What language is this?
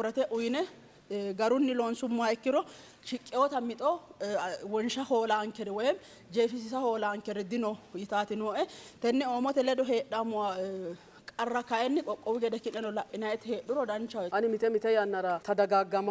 Sidamo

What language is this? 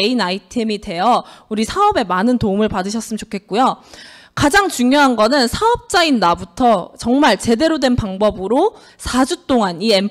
Korean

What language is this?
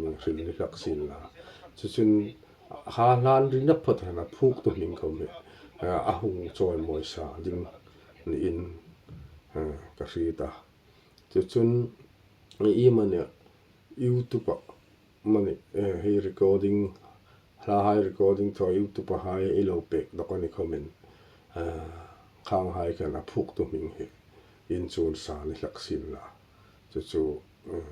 Hmar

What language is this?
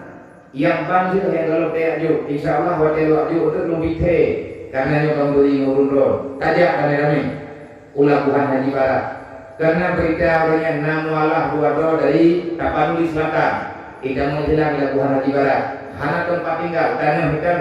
Achinese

